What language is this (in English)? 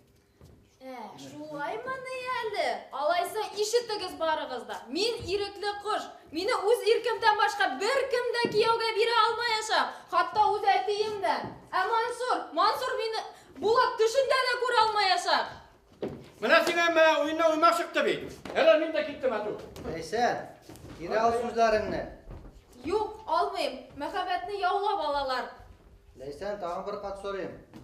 Bashkir